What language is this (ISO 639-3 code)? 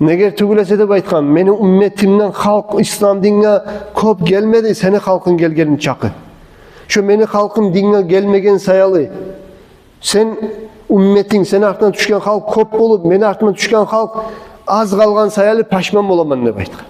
kum